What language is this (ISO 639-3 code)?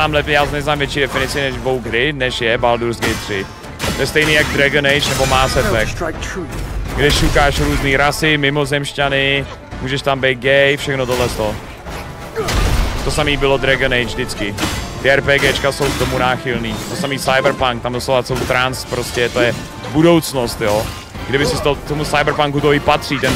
ces